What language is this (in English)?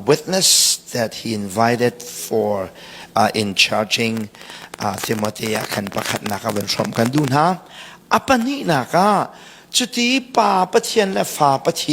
Hakha Chin